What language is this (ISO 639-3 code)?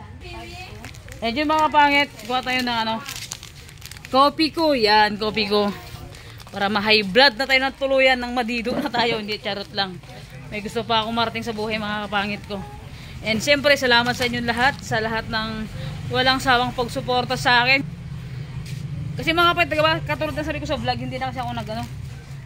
fil